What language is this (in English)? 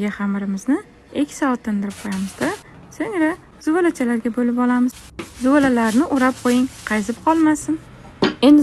Uzbek